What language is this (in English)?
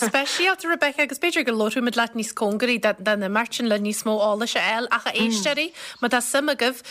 Irish